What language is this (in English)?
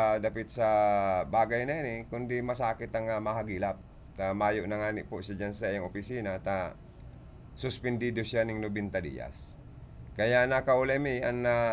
Bikol